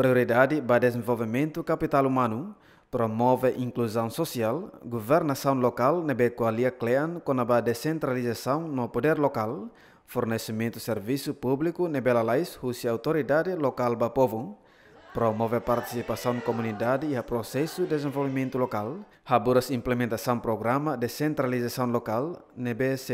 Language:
Tetum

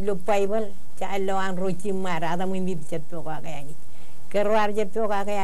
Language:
Marshallese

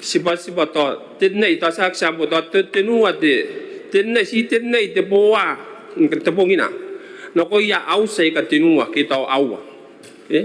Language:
Gilbertese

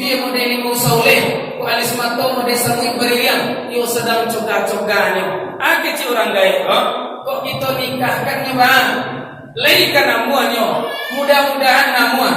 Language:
Minangkabau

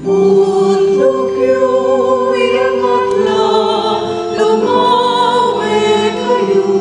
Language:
Pampanga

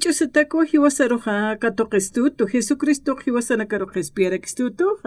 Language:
Aymara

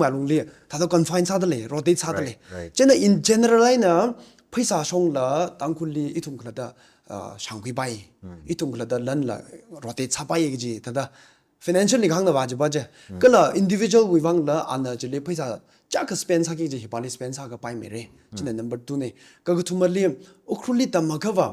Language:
Tangkhul Naga (India)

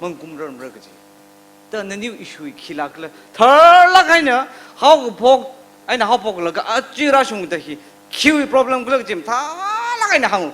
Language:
Tangkhul Naga (India)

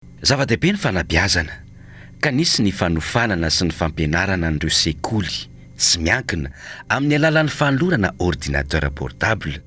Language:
Malagasy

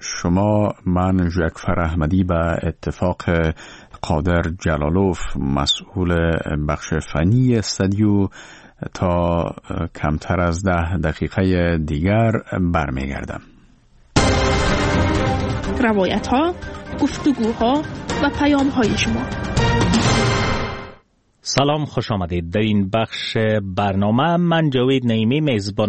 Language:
Persian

